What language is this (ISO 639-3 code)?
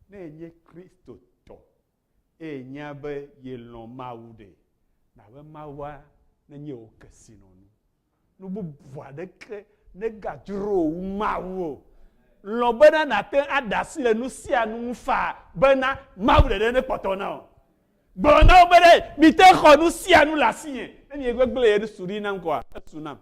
ewe